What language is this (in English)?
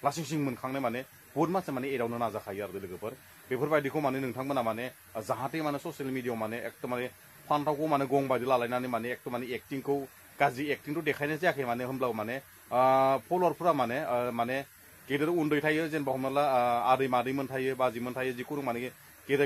Bodo